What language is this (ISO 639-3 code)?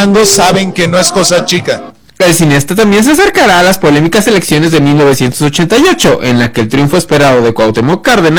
spa